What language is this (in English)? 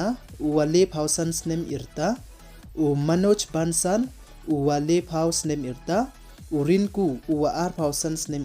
Pnar